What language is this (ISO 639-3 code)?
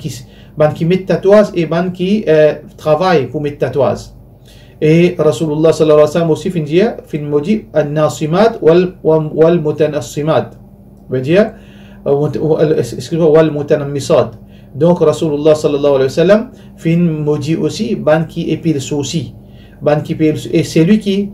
mfe